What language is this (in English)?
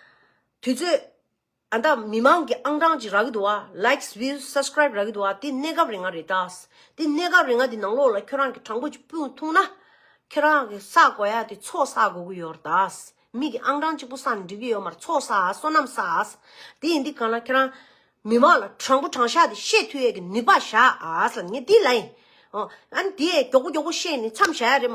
Tibetan